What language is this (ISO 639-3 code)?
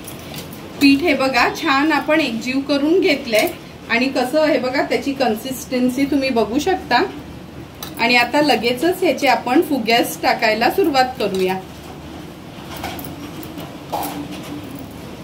mar